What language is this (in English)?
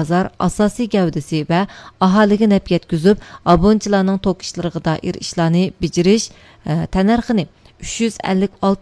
Uyghur